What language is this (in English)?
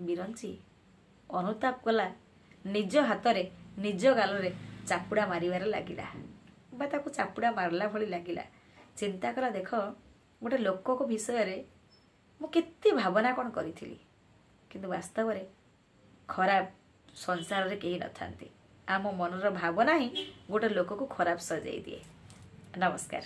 Odia